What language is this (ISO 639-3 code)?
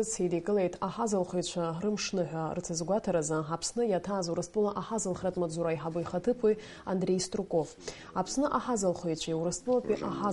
abk